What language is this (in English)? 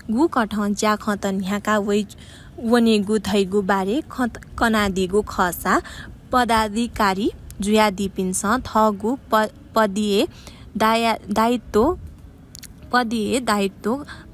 Newari